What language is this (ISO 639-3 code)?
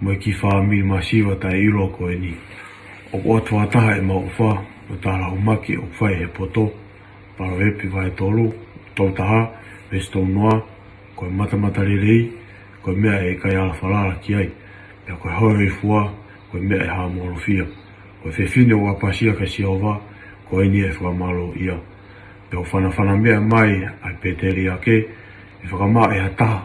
ton